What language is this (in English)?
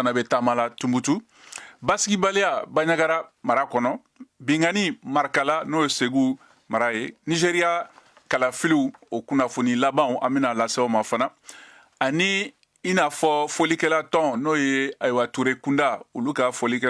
Bambara